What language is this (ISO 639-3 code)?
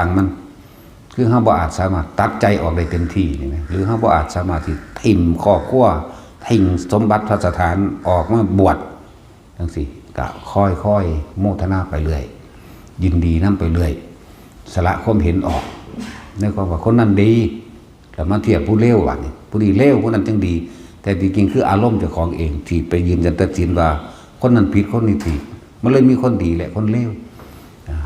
tts